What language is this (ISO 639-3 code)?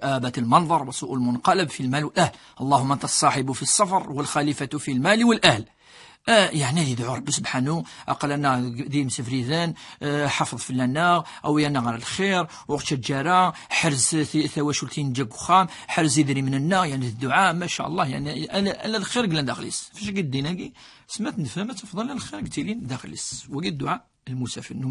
kab